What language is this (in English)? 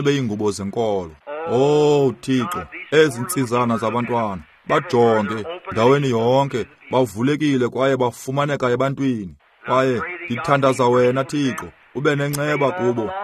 Xhosa